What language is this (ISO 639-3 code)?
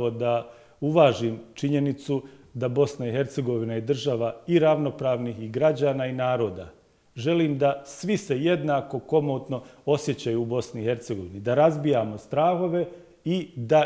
bos